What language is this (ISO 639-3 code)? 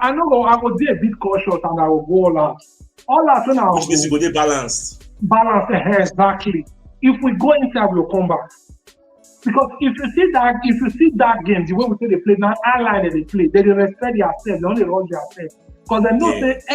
pcm